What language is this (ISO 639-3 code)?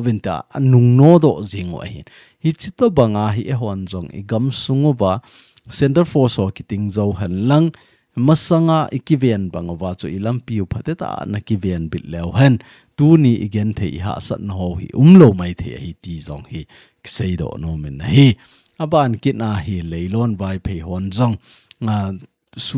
tcz